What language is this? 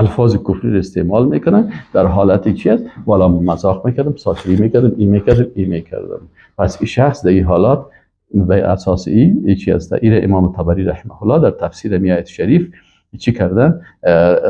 Persian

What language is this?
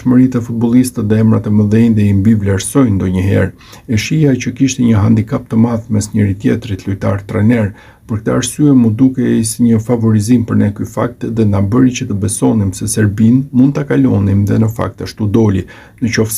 Albanian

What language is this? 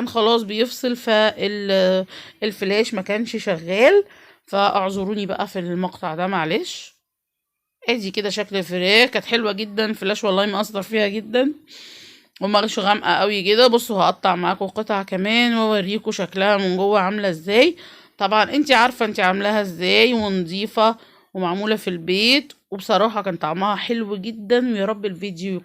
Egyptian Arabic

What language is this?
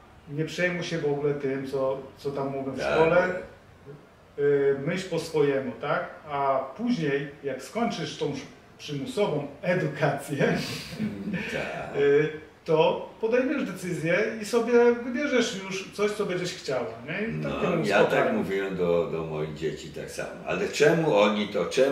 Polish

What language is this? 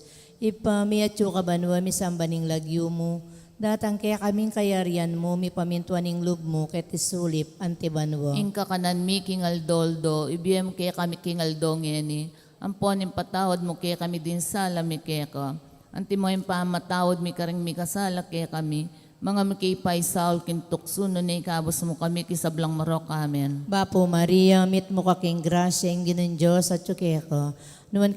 Pampanga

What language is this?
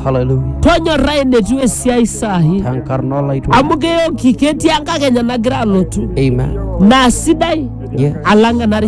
Masai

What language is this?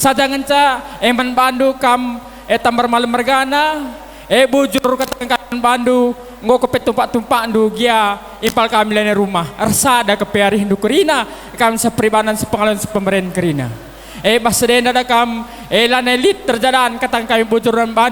Batak Karo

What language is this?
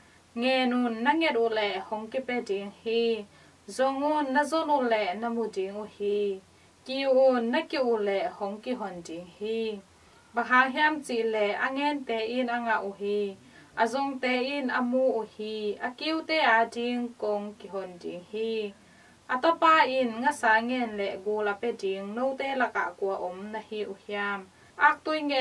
Tedim Chin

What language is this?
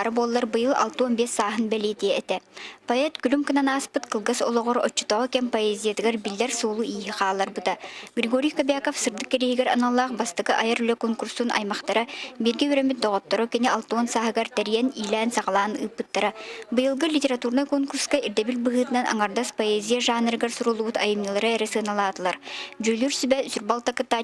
Yakut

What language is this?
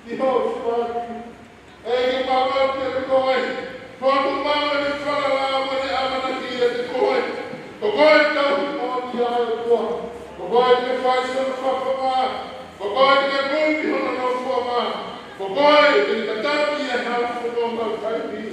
Tongan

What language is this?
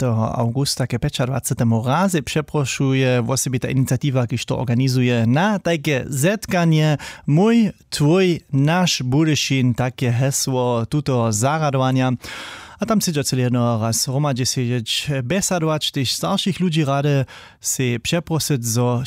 Upper Sorbian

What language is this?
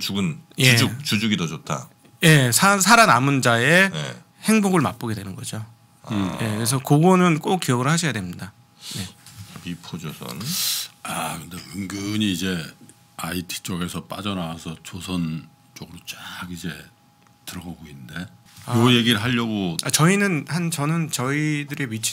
Korean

